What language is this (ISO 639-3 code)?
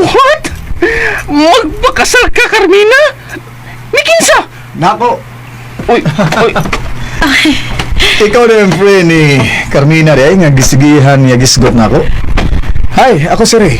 ceb